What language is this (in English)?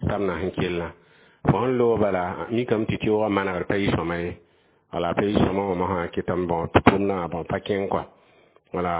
Mossi